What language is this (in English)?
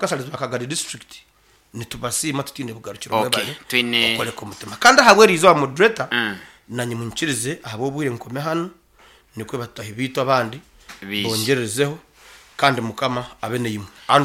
Nyankole